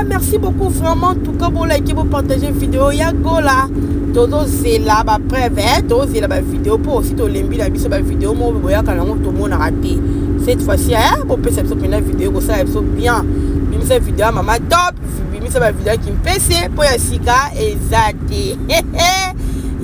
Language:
Lingala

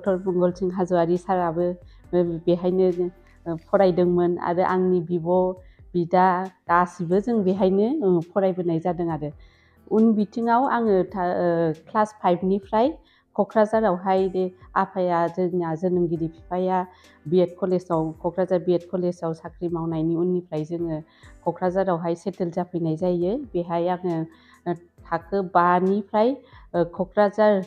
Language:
Bodo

